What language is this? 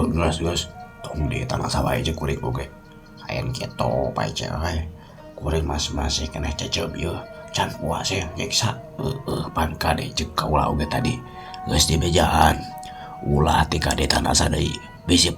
Sundanese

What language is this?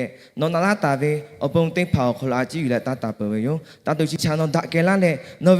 Lahu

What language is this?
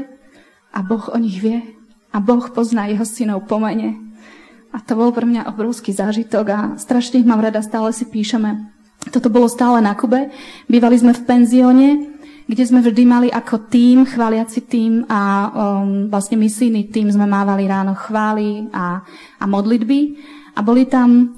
Slovak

